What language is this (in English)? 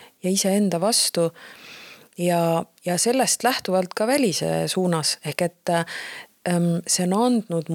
Estonian